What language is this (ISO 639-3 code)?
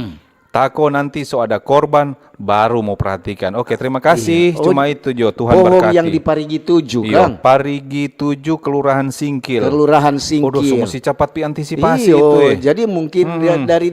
xmm